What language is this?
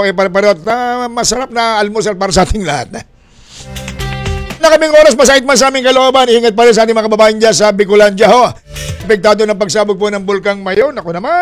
Filipino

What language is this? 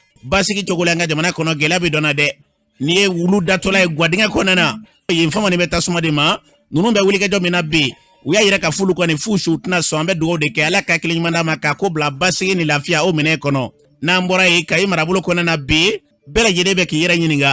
Bambara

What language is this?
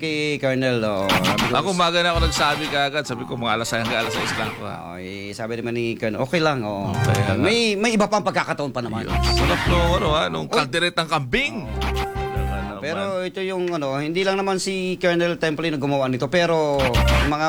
Filipino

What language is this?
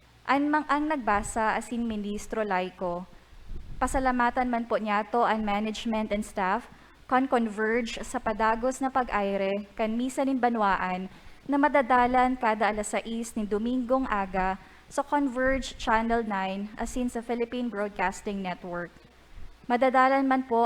Bikol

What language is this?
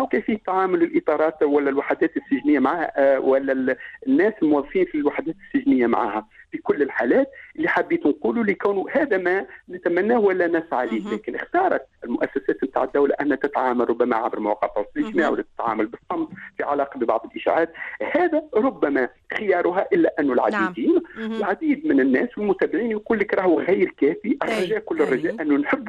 Tunisian Arabic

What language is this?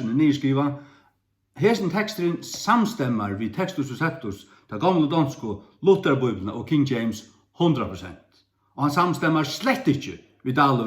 Faroese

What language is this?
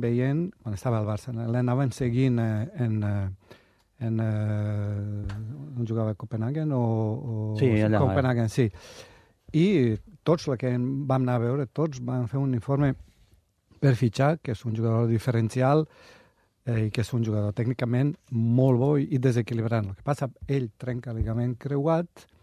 Catalan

